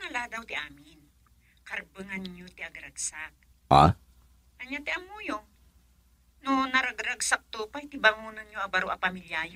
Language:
Iloko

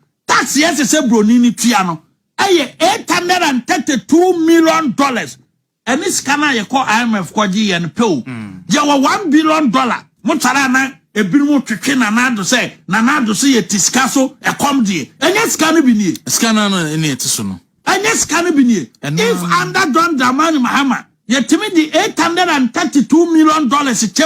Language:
Akan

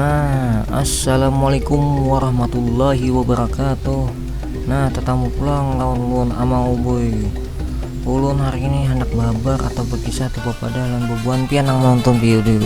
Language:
Banjar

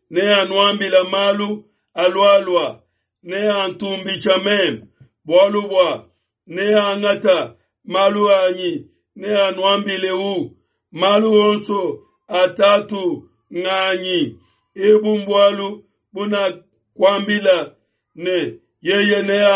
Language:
Luba-Lulua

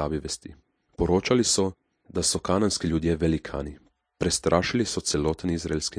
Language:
Slovenian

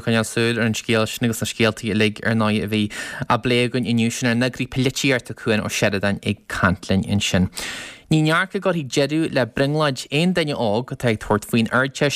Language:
Irish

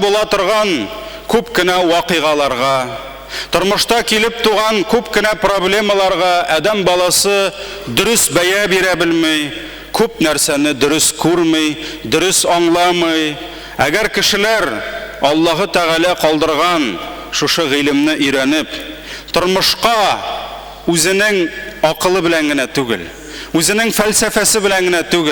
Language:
Tatar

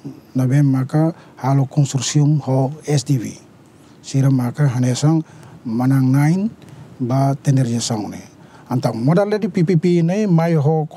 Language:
Tetum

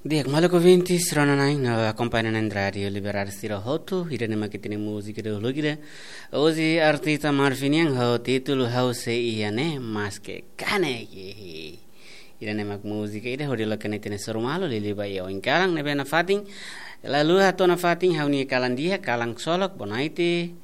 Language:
Tetum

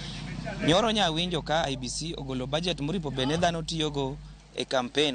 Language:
Luo (Kenya and Tanzania)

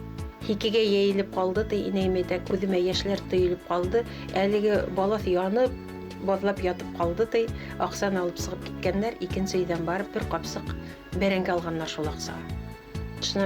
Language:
Bashkir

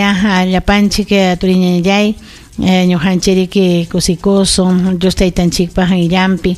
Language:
Ayacucho Quechua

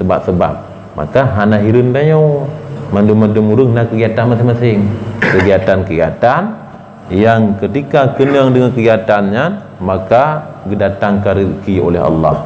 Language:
Achinese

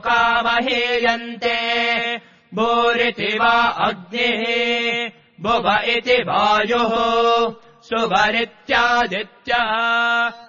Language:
Sanskrit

